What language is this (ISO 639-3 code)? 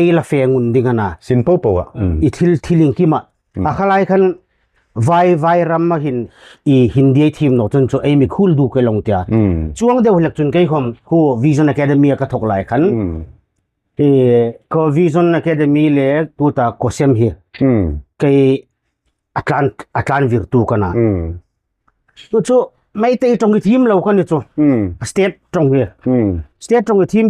hmr